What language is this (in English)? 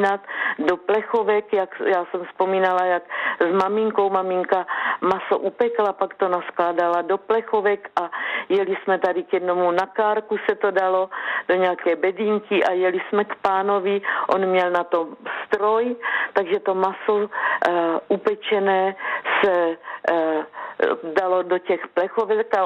Czech